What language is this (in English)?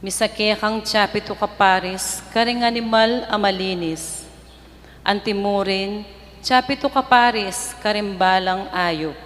Pampanga